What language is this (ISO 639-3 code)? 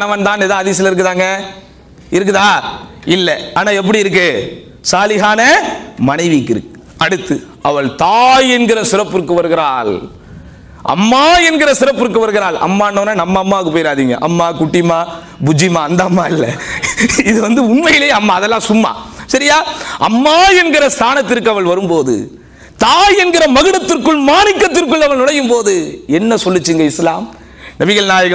tam